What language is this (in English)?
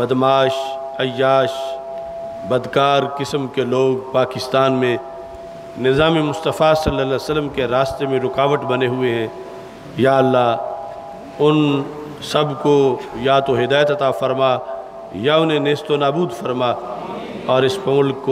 Urdu